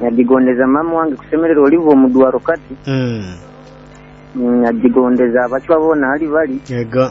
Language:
Nyoro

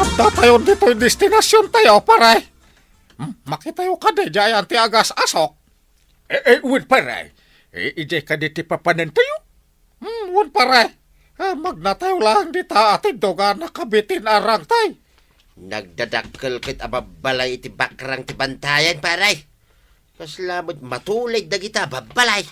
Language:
Iloko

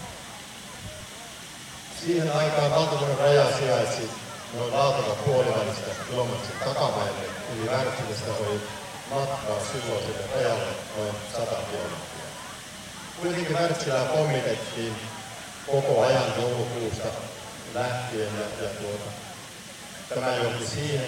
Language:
Finnish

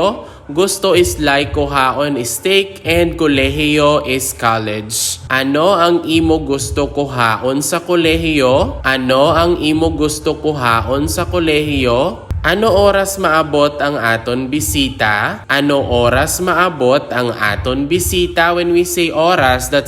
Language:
Hiligaynon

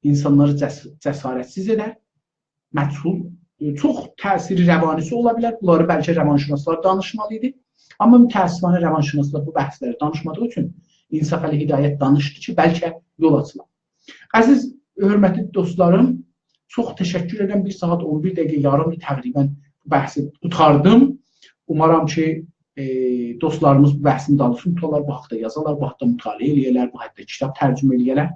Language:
South Azerbaijani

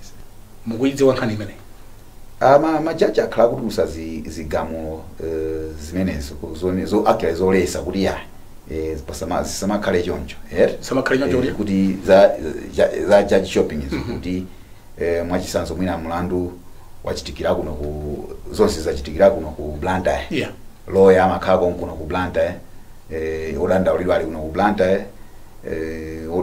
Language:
Nyanja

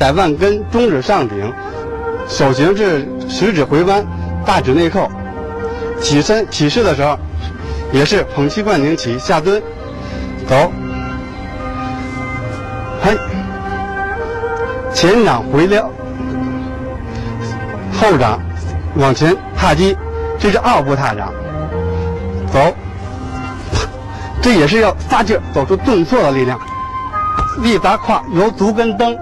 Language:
Chinese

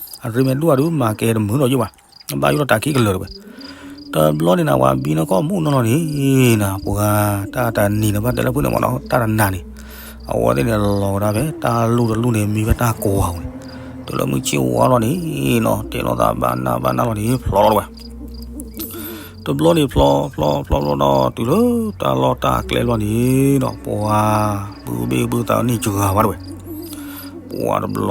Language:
S'gaw Karen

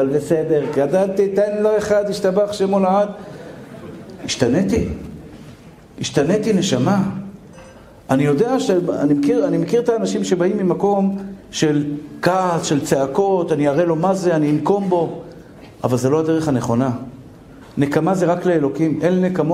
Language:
Hebrew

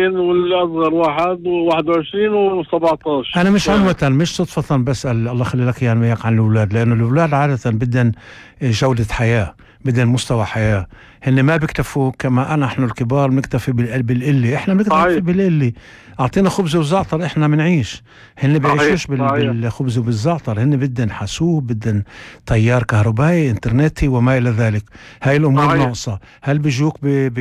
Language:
North Levantine Arabic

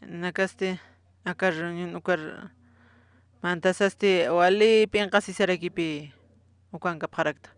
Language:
Aymara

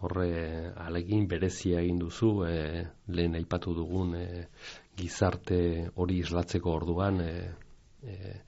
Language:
Basque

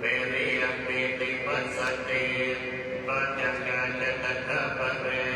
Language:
Pali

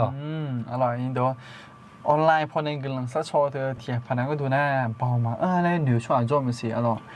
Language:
Akha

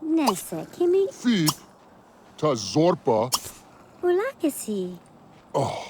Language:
Bavarian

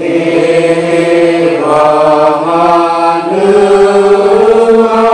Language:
Nias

